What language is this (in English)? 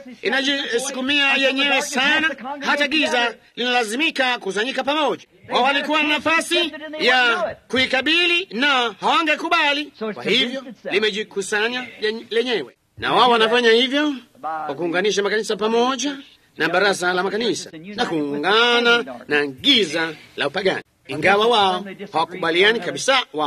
Swahili